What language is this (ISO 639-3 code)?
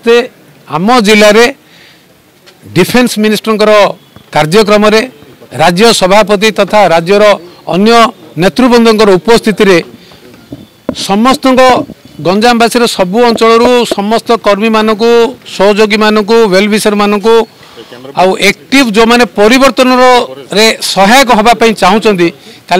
ori